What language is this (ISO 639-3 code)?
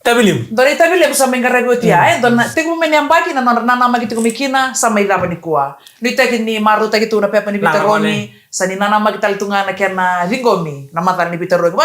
fij